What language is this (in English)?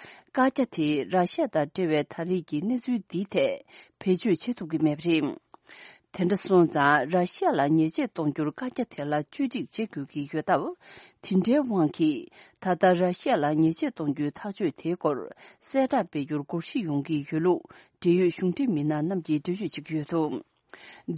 Tibetan